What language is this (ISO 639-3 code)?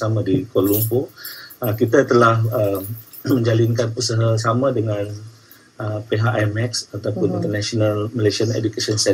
msa